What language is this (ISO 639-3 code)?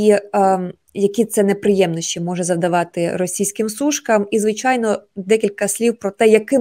ukr